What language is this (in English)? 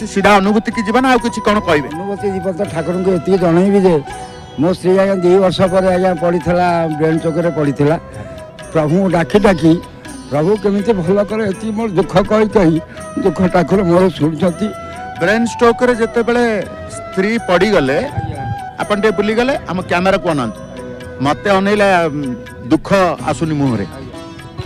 Odia